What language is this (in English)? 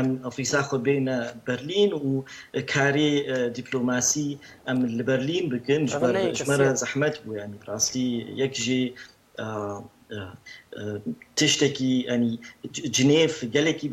Kurdish